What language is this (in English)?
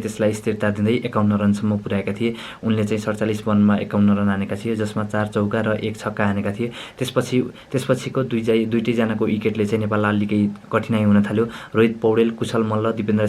Nepali